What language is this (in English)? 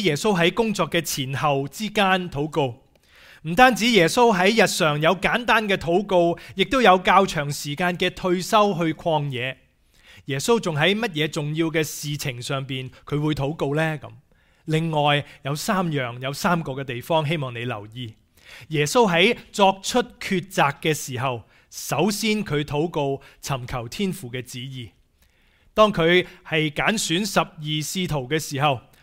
Cantonese